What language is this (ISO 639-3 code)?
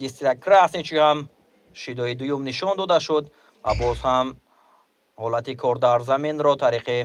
tgk